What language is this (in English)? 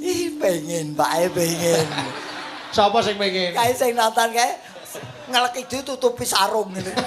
Javanese